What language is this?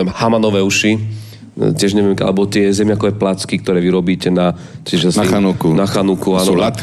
Slovak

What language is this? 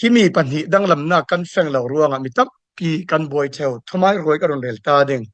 Falam Chin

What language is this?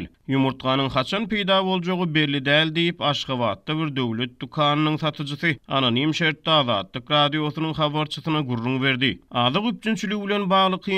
Turkmen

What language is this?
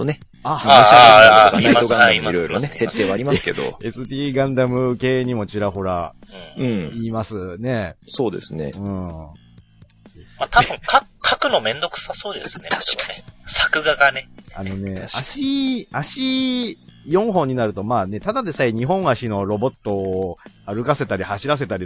Japanese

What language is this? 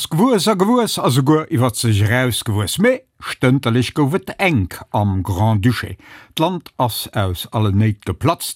Luxembourgish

